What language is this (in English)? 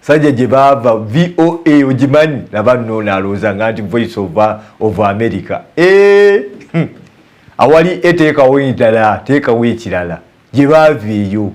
Ganda